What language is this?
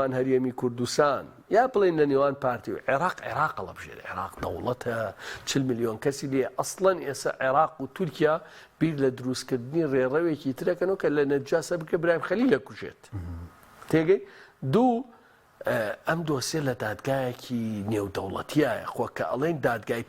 Central Kurdish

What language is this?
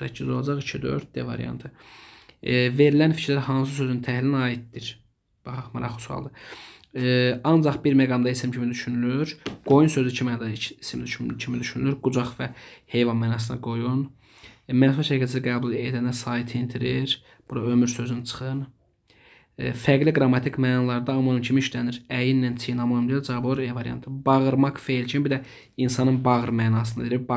Azerbaijani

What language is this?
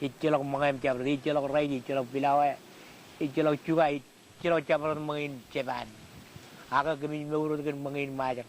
Marshallese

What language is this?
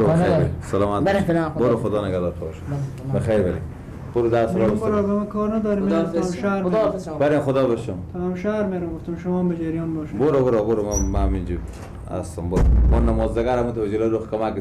Persian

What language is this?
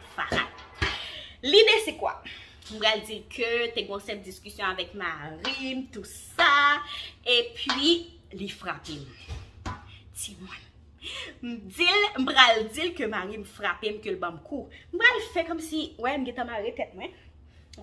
Haitian Creole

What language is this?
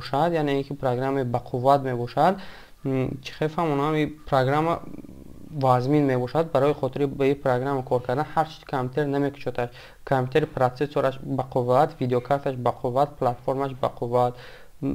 Tajik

